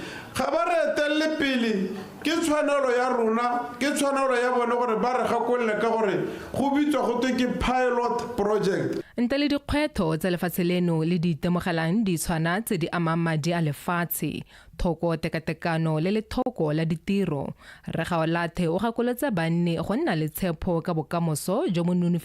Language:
Tswana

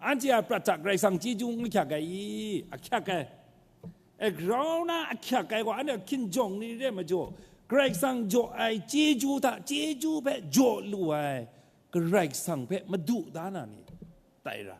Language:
Kachin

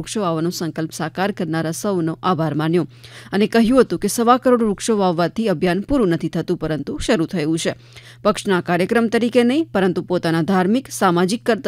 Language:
Gujarati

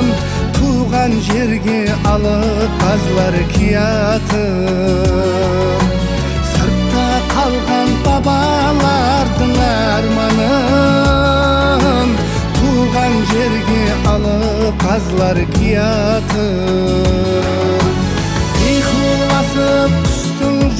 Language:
Kara-Kalpak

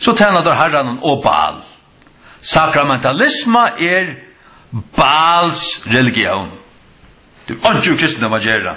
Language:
Faroese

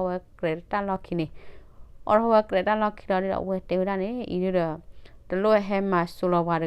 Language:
S'gaw Karen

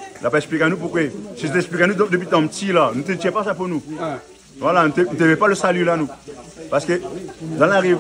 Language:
Réunion Creole French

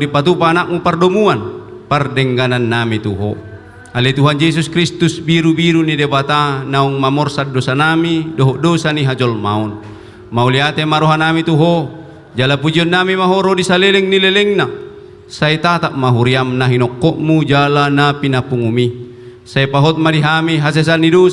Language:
Batak Toba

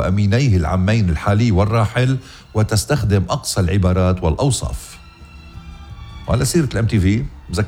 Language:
North Levantine Arabic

